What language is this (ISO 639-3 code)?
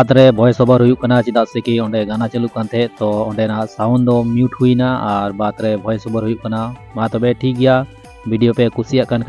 sat